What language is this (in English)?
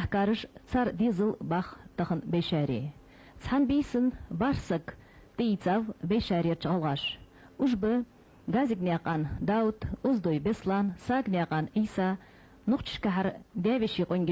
Ingush